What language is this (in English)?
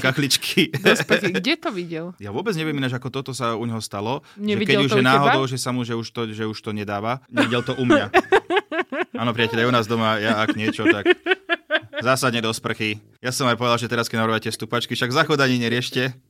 Slovak